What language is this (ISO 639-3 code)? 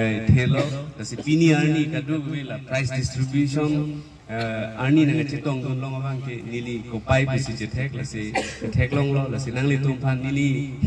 mjw